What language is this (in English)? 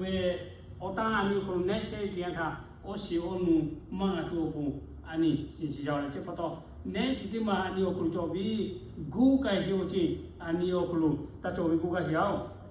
Lahu